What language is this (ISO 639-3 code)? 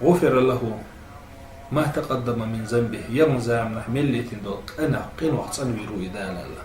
che